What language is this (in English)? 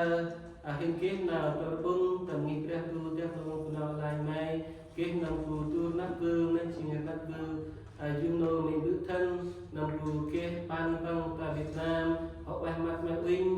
Central Mnong